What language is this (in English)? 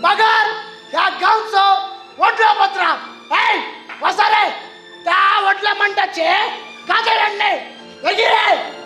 Konkani